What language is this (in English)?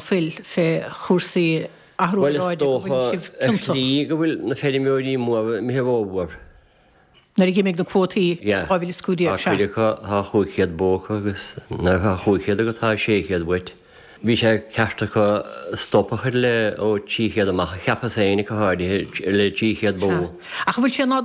Irish